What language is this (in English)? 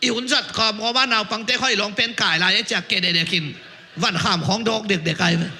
Tedim Chin